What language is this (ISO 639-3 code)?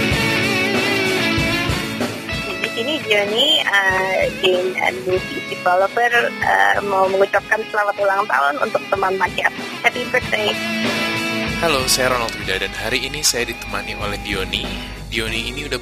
ind